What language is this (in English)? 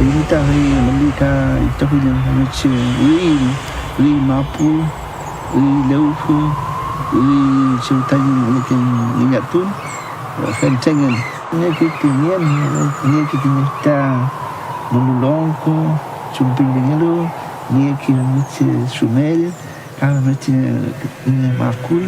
Mapuche